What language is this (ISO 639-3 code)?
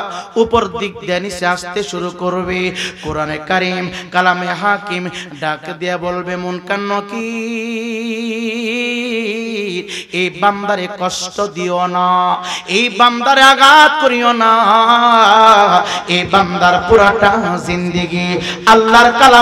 ben